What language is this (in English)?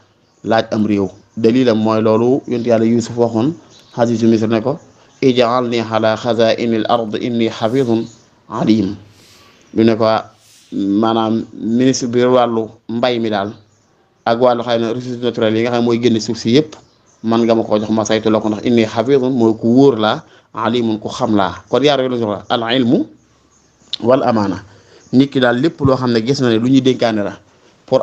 Wolof